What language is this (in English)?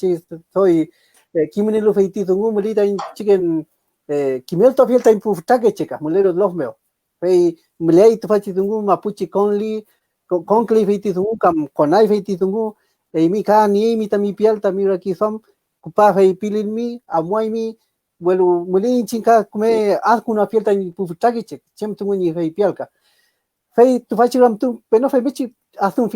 Mapuche